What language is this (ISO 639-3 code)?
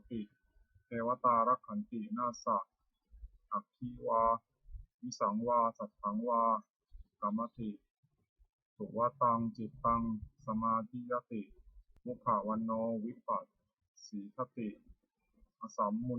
pli